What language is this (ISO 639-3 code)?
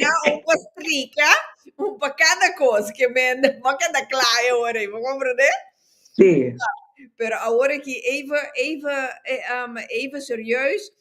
pap